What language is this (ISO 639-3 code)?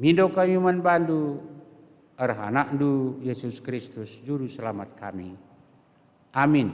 btx